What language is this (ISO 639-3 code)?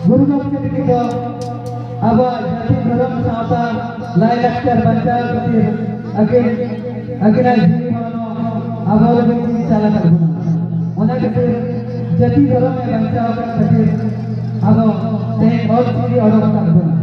sat